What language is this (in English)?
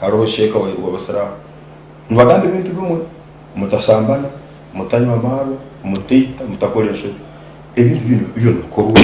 Nyankole